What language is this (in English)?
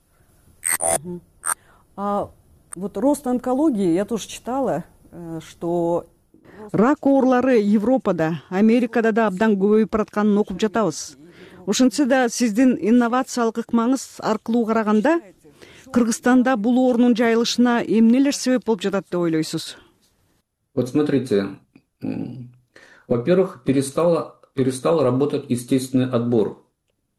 Kyrgyz